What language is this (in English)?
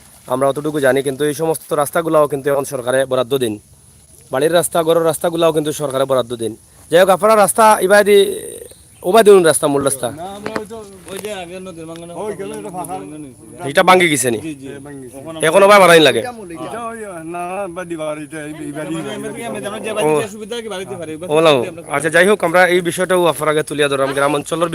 Sylheti